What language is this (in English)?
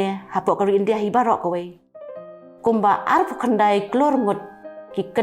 Khasi